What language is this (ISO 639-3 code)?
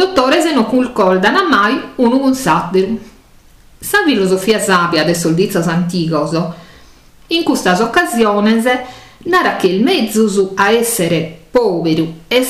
srd